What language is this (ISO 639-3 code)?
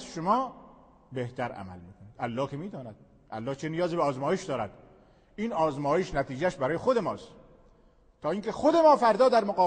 fas